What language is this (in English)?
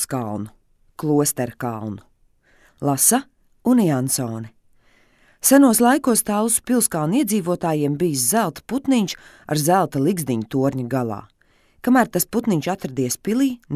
Latvian